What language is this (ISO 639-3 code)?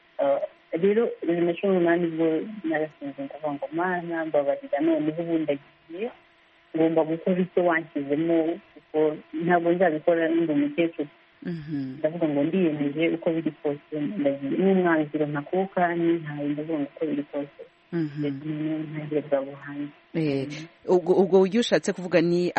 kin